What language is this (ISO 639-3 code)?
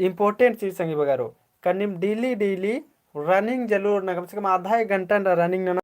kru